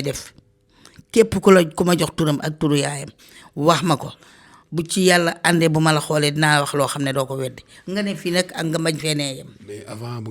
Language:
Wolof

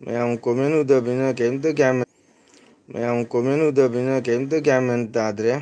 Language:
Manipuri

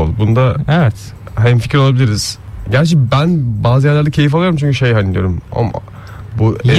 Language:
Turkish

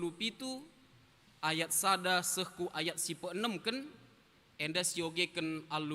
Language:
Batak Karo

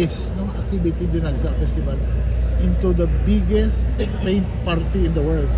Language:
Hiligaynon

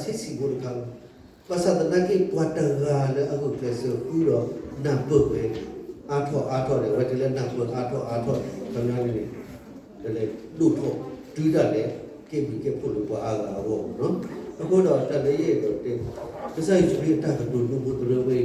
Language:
S'gaw Karen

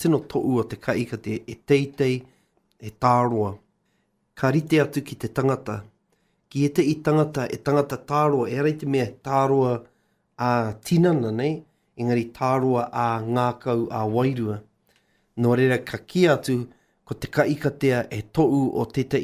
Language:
Māori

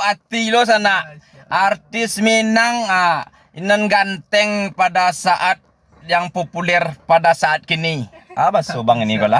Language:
Minangkabau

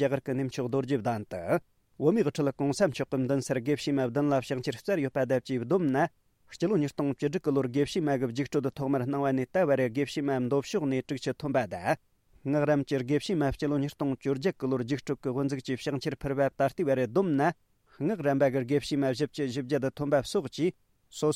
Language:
Tibetan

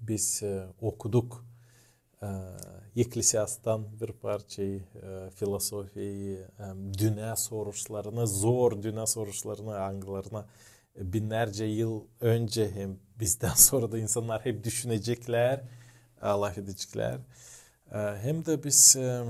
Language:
Gagauz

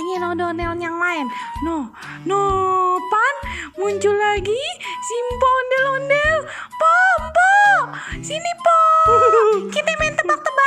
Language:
Betawi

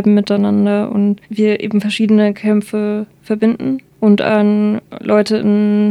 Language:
German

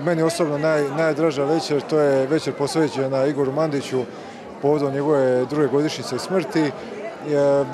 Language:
Croatian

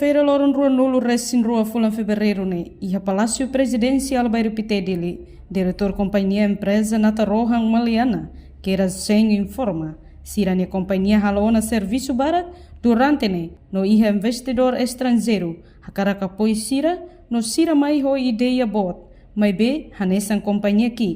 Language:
Tetum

